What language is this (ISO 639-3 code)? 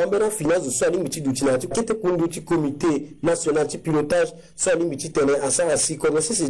sag